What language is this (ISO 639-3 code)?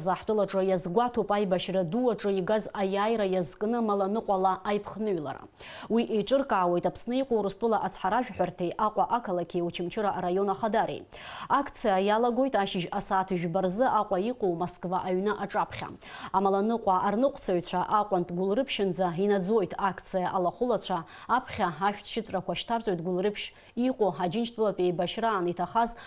abk